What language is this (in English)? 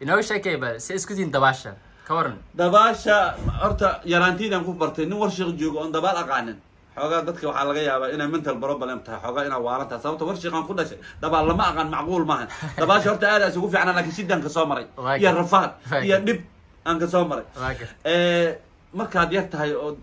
Somali